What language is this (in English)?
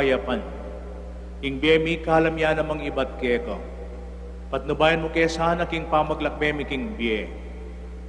Pampanga